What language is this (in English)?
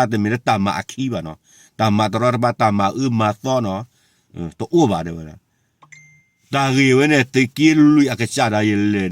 S'gaw Karen